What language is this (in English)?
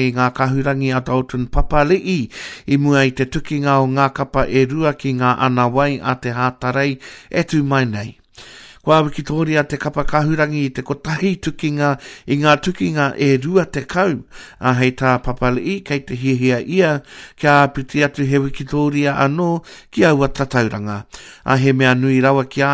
Māori